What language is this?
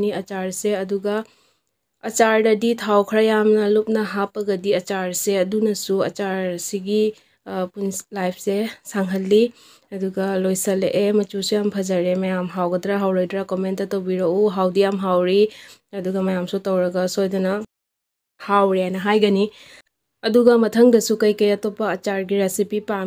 Manipuri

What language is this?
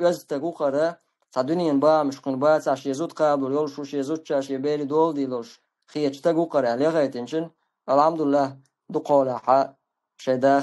Chechen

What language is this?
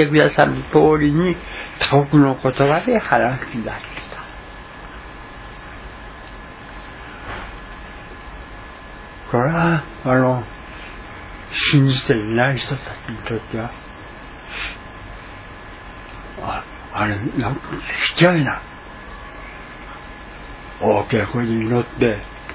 Japanese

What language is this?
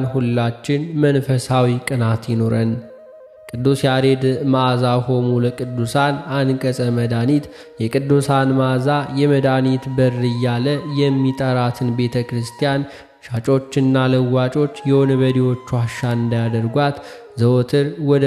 Amharic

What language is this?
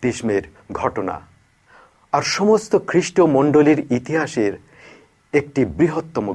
Bangla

